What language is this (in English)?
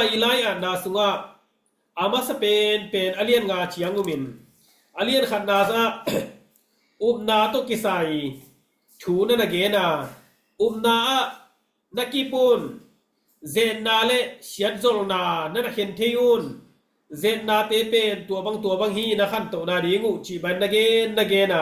Tedim Chin